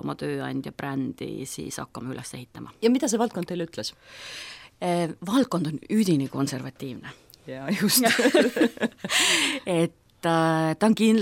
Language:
Estonian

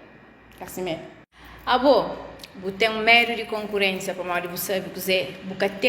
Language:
Kabuverdianu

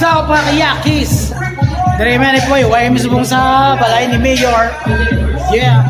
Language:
Hiligaynon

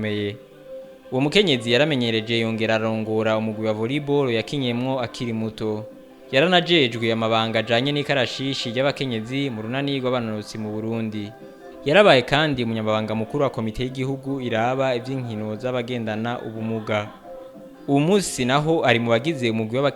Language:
Rundi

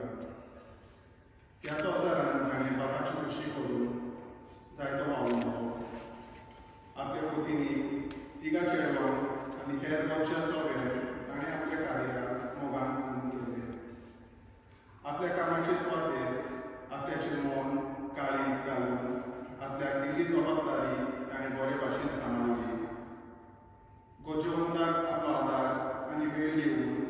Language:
Konkani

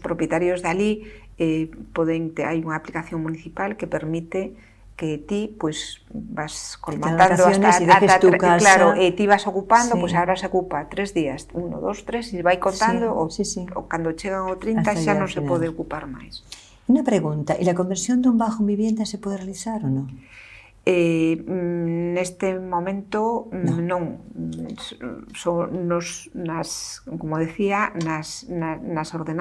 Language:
Galician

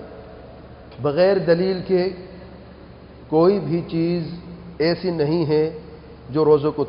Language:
Urdu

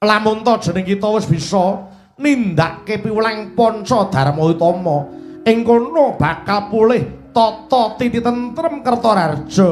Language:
Javanese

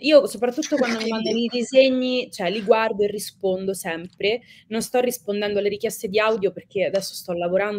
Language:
Italian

